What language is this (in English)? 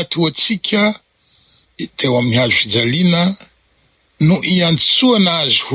Malagasy